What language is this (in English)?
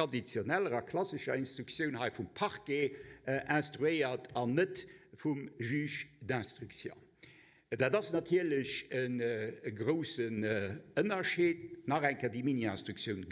Luxembourgish